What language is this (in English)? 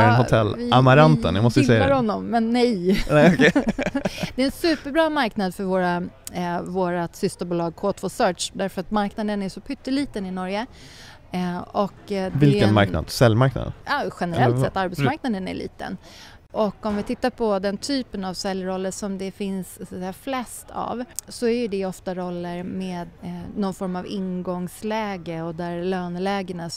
Swedish